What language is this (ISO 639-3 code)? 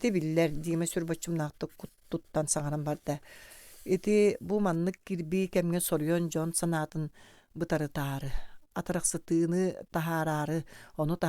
sah